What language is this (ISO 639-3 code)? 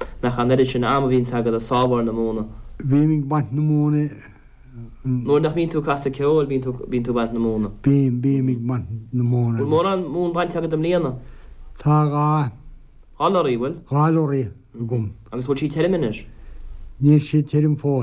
gle